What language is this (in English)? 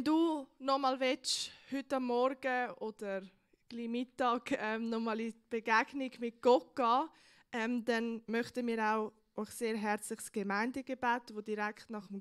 Swiss German